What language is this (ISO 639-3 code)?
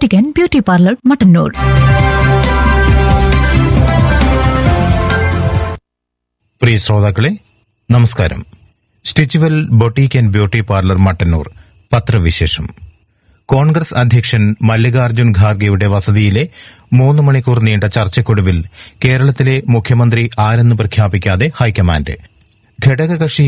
mal